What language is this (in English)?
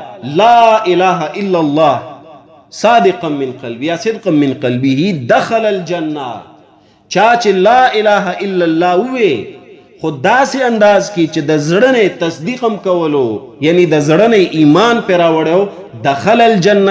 Pashto